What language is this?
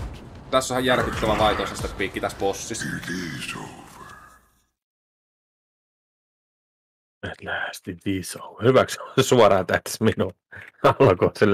Finnish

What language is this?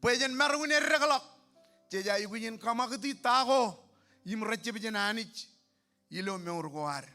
Marshallese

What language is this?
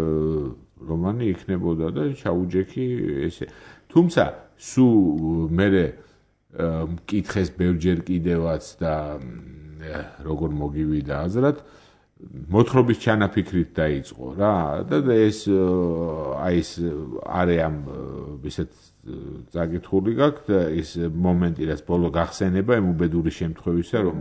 Georgian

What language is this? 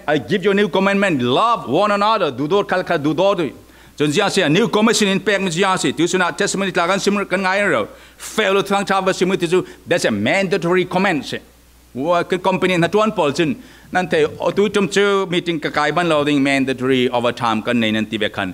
Falam Chin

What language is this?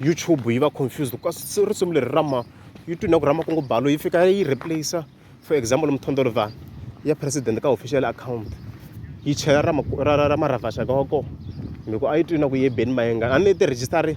Tsonga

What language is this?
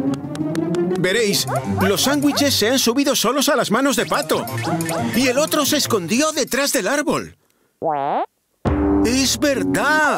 Spanish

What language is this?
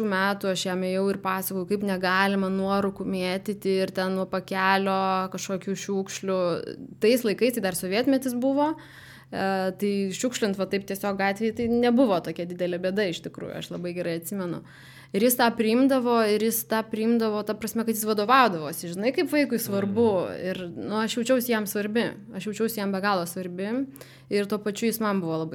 Lithuanian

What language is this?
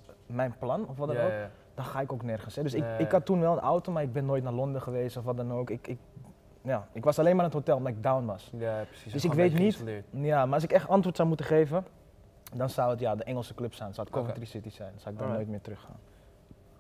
Dutch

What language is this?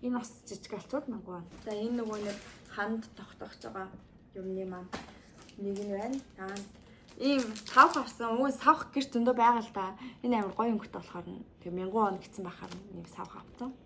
Mongolian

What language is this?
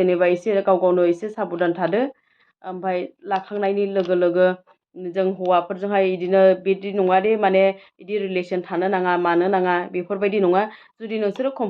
Bodo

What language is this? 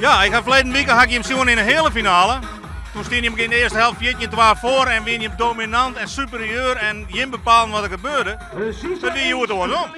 Western Frisian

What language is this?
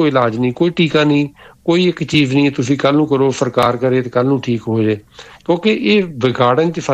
Punjabi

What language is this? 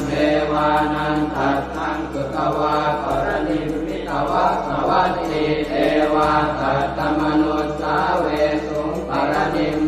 Pali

